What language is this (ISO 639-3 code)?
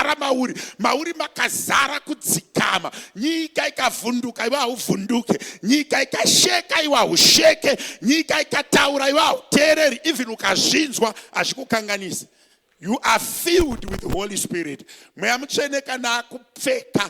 sna